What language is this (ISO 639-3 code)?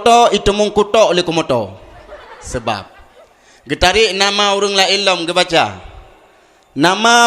ace